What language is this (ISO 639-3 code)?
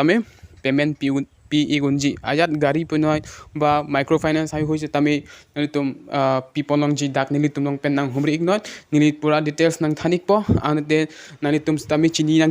mjw